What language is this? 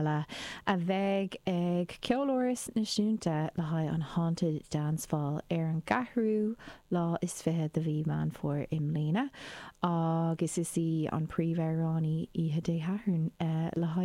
Irish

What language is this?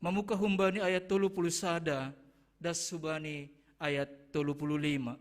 Batak Simalungun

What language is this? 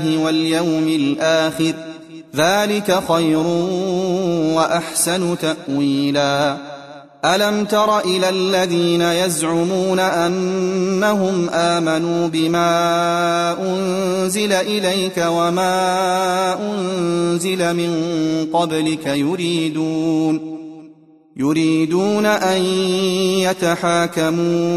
Arabic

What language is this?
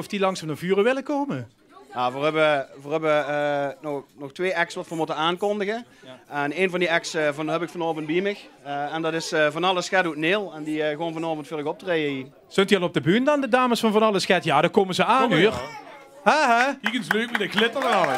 Limburgish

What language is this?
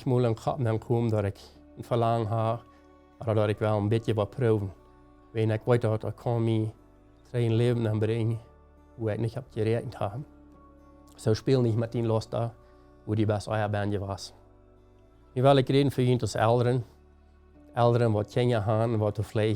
Plautdietsch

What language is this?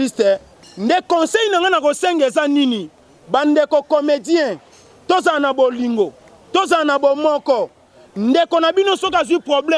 Lingala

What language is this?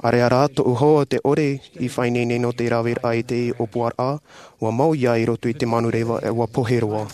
Tahitian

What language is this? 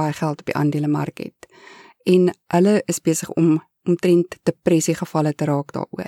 Afrikaans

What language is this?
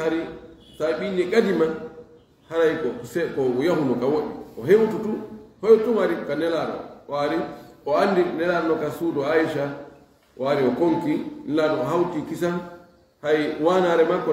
Fula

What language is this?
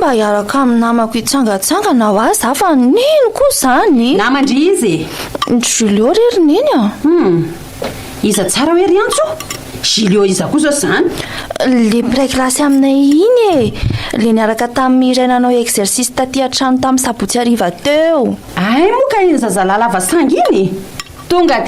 Malagasy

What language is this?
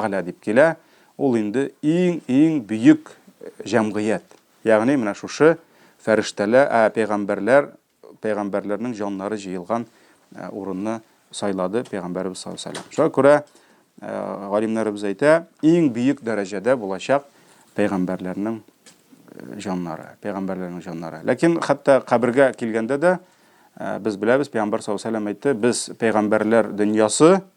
Tatar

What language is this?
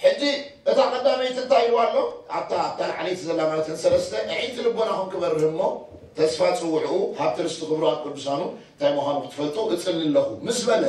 Tigrinya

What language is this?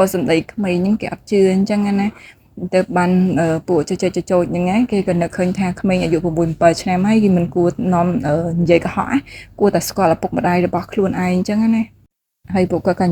Khmer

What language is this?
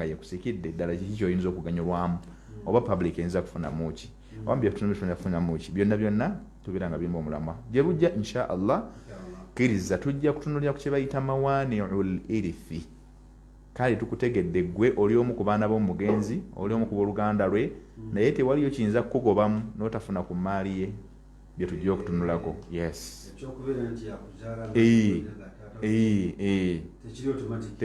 Ganda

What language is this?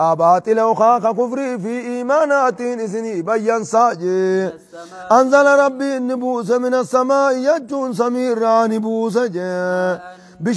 Oromo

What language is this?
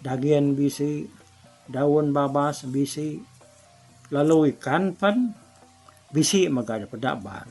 Iban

